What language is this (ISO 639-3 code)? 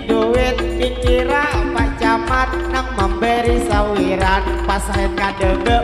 bjn